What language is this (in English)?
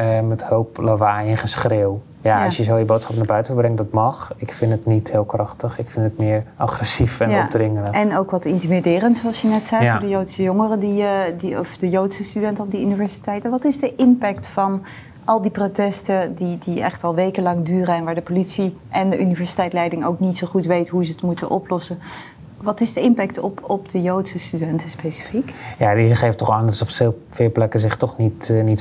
Dutch